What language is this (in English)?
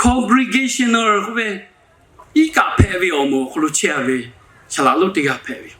Lahu